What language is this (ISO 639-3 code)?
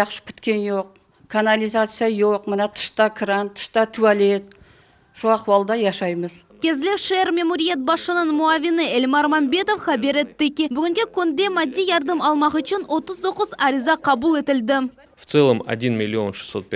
crh